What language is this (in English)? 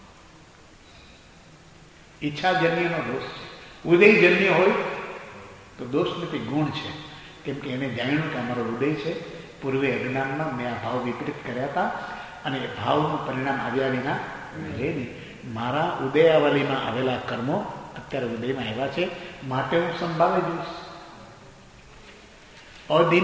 Gujarati